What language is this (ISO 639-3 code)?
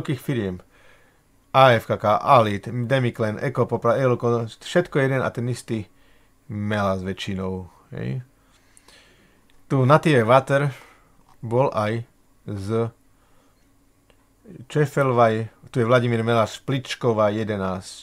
slk